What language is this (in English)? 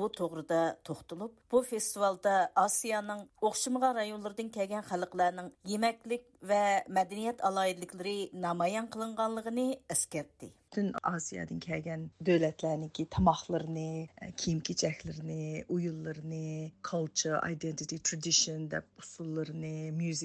Uyghur